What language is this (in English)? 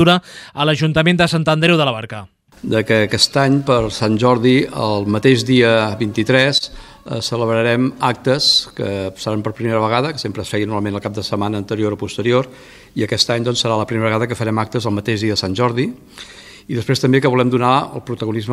Catalan